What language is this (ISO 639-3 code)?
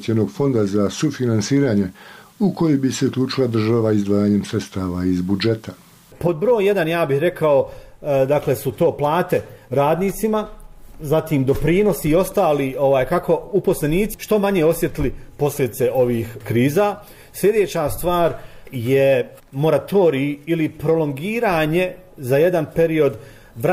bos